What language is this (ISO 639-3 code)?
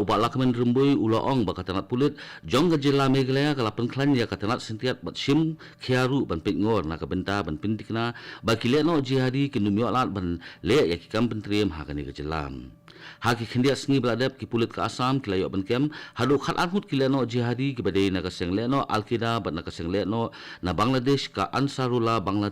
kha